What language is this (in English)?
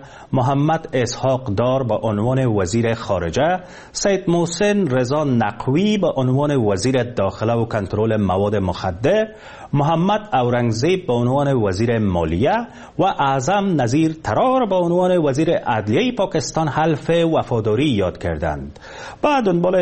Persian